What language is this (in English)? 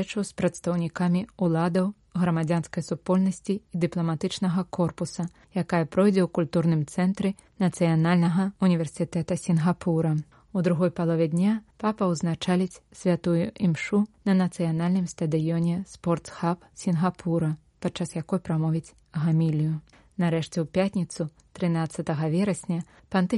Belarusian